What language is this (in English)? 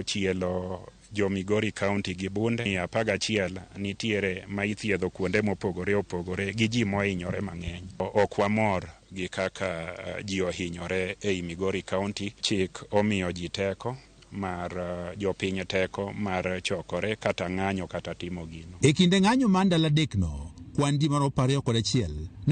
Luo (Kenya and Tanzania)